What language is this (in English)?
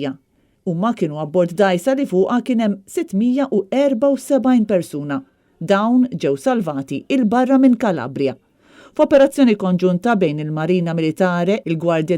Maltese